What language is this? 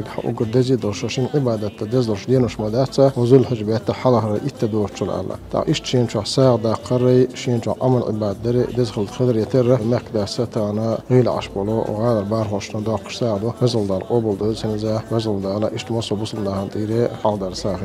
Chechen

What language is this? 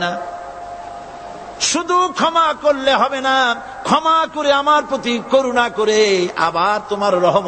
Bangla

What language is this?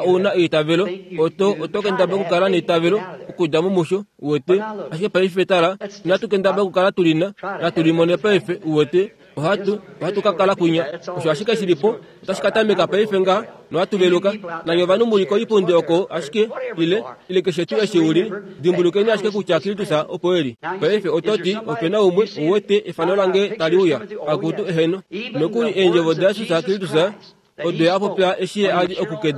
Kuanyama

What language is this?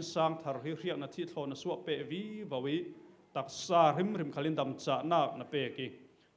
Falam Chin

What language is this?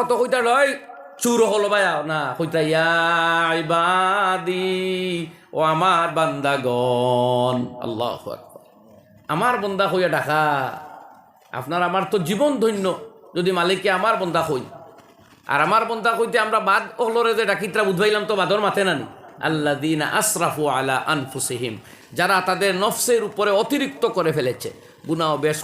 Sylheti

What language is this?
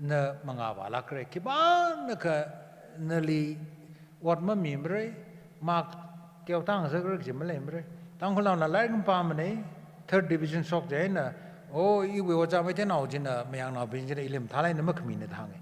Tangkhul Naga (India)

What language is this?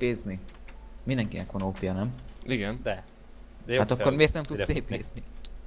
Hungarian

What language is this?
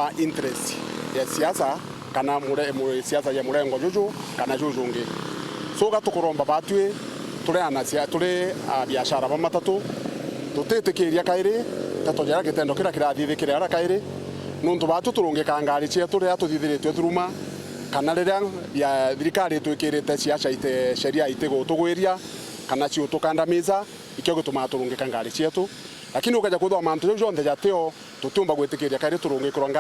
Meru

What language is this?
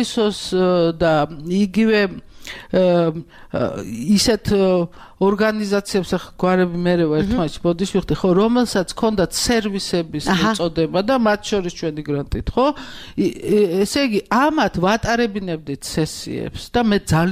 Georgian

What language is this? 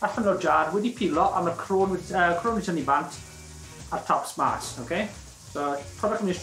Welsh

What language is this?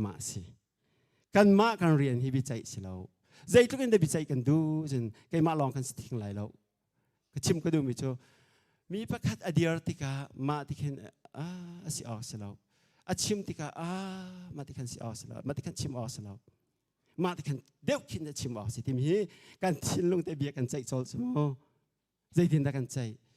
Hakha Chin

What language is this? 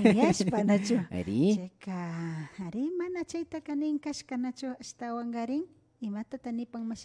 Imbabura Highland Quichua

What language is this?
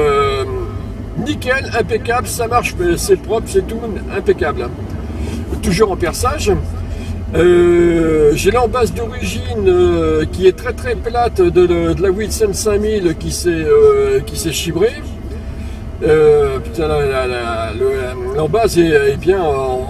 French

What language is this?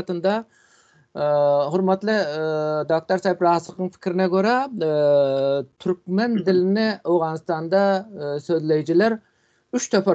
Turkmen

